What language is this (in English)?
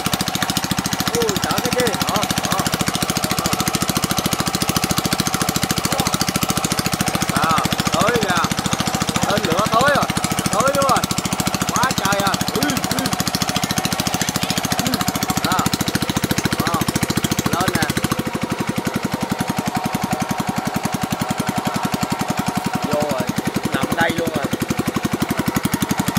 Vietnamese